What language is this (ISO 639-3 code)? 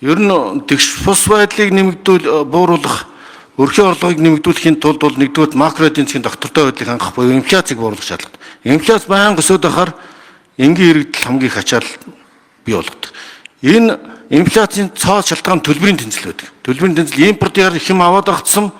mon